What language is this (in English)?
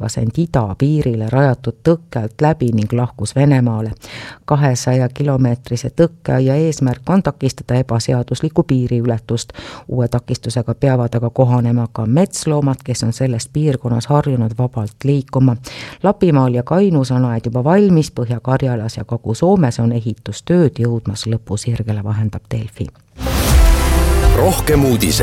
Estonian